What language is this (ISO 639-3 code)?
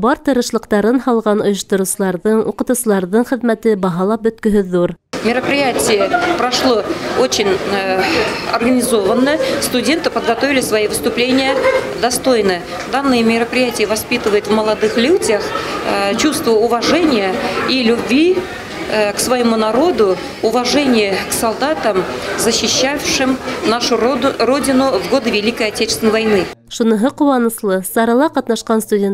bak